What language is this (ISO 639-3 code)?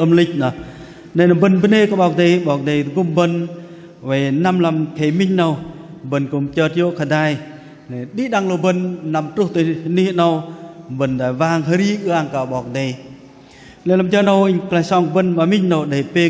bdq